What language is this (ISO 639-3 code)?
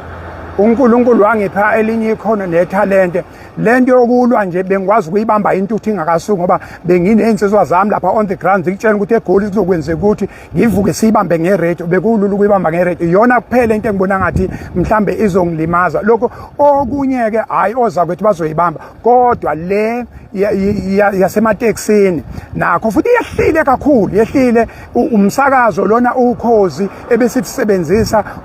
zul